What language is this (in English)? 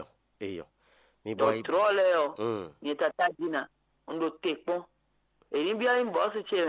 Fon